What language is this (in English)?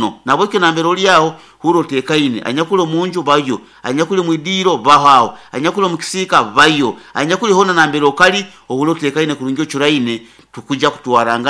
Nyoro